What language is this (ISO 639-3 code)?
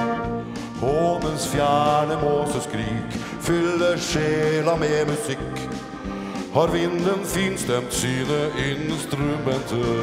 nor